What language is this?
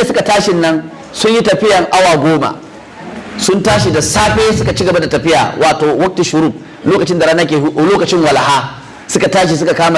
Hausa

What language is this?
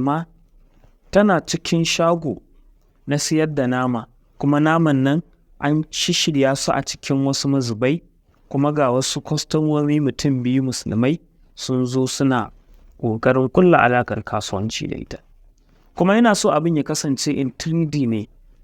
Hausa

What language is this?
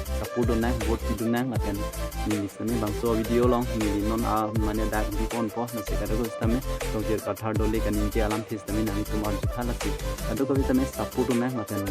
Karbi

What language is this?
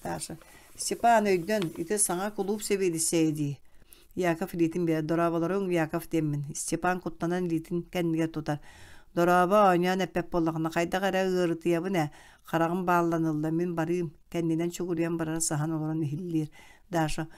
Yakut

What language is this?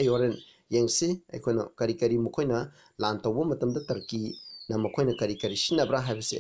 Manipuri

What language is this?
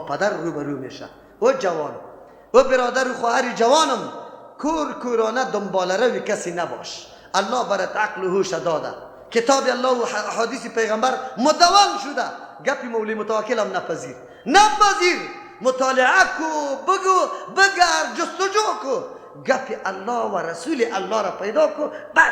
Persian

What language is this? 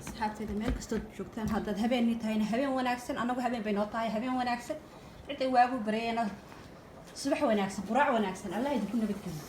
Somali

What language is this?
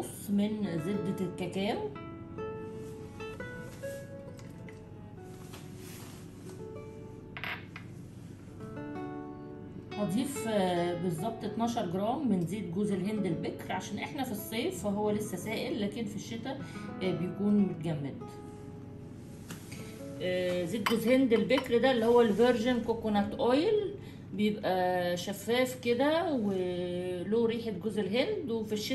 Egyptian Arabic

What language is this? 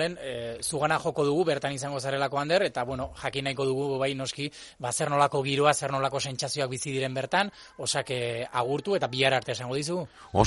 Basque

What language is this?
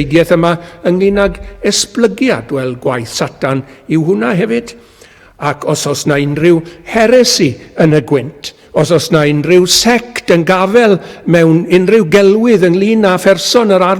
Welsh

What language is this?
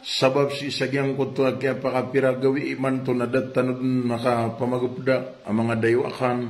Maranao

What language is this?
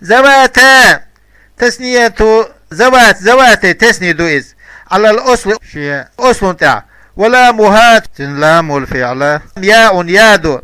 Chechen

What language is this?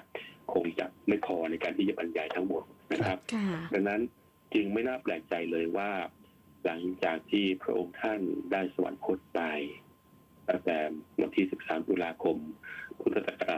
Thai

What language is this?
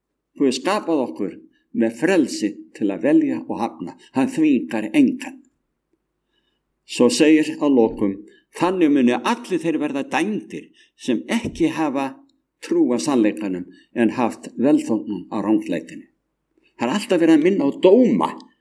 Icelandic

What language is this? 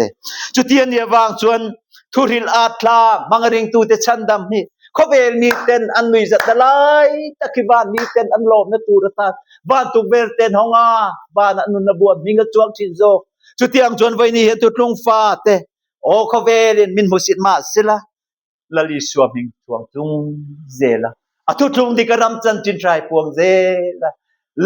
Mizo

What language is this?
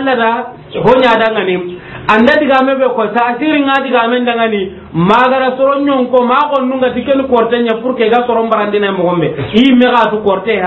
Soninke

